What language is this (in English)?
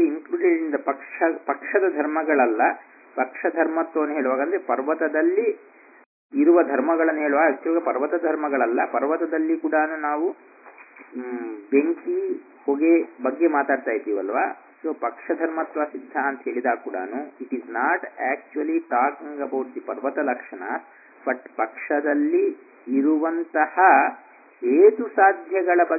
Kannada